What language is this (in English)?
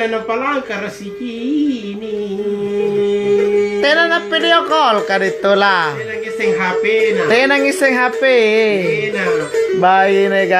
Makasar